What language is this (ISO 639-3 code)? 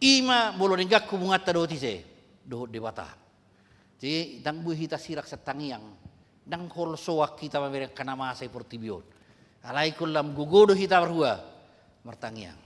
bbc